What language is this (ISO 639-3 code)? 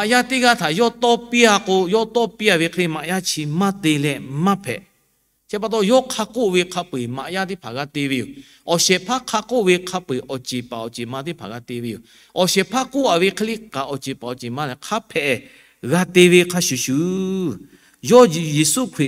lhu